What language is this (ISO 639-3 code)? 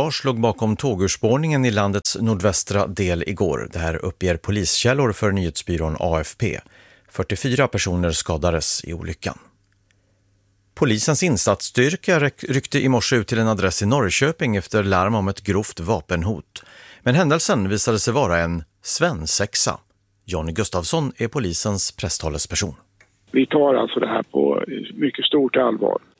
swe